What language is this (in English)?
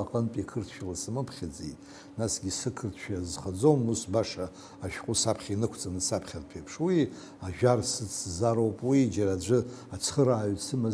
Abkhazian